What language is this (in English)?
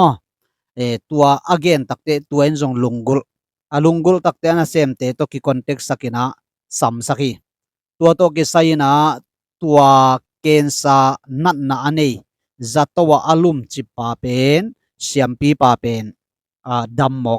Tedim Chin